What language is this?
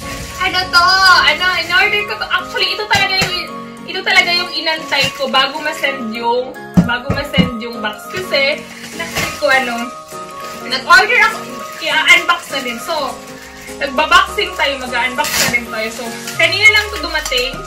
Filipino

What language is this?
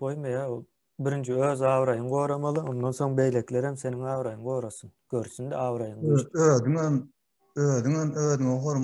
Turkmen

